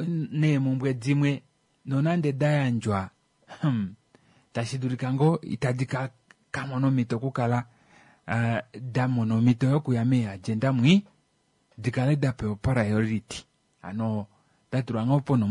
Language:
Kuanyama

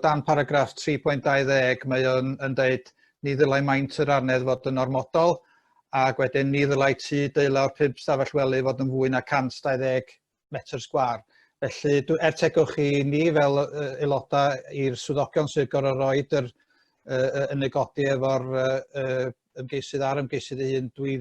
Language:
Welsh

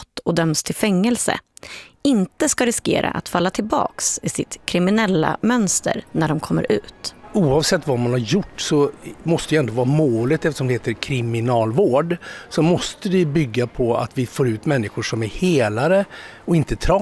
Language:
Swedish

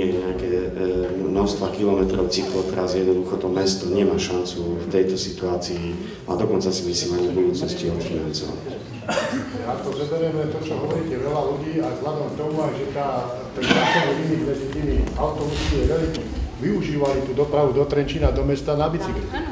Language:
Slovak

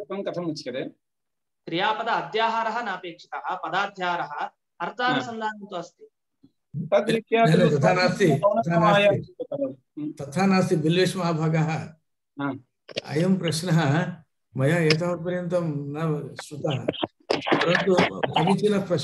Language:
Sanskrit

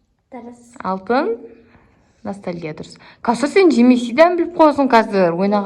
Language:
Kazakh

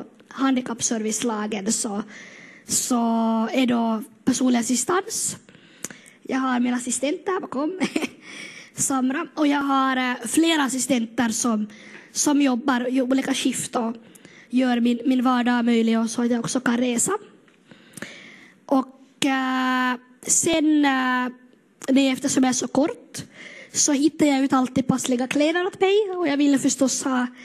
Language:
Swedish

